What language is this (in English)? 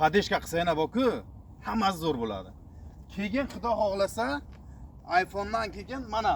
Uzbek